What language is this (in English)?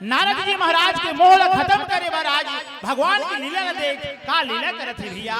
Chhattisgarhi